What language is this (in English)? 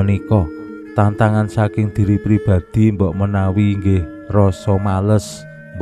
Javanese